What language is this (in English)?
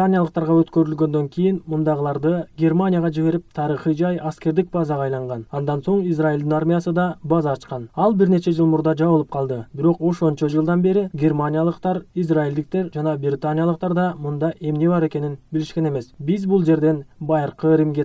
Kyrgyz